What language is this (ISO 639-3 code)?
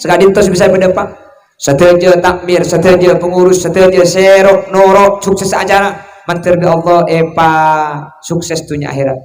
mad